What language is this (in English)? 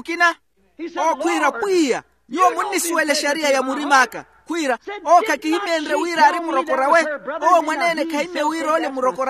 Makhuwa